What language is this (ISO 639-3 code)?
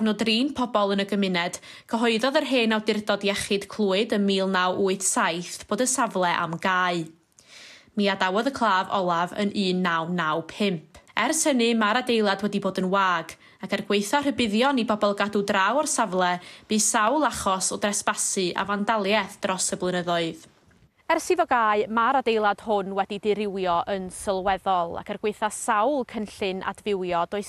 cym